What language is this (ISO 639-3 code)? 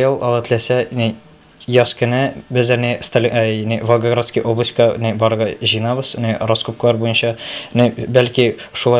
tat